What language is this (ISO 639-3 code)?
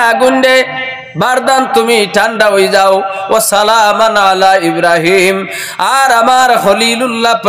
syl